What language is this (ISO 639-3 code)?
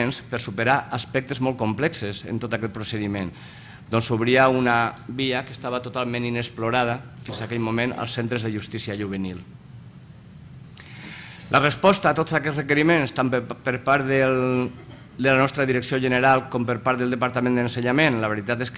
cat